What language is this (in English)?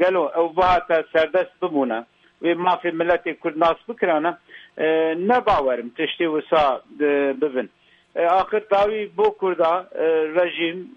Kurdish